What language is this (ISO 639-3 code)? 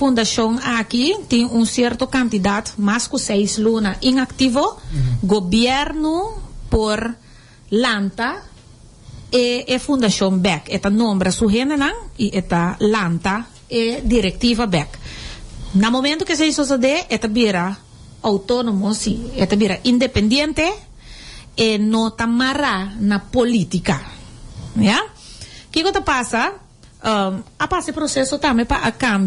pap